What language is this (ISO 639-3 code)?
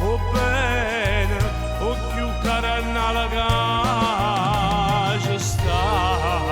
nap